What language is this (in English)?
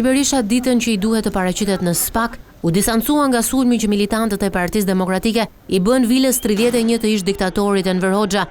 Albanian